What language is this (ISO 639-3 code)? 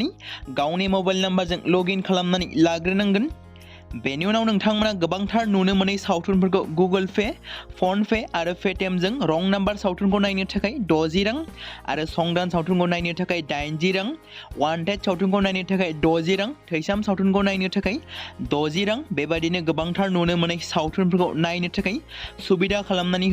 brx